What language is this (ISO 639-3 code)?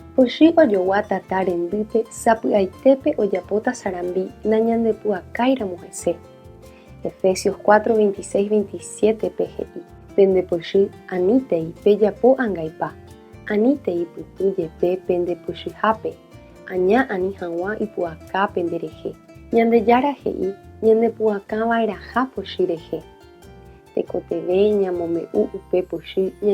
grn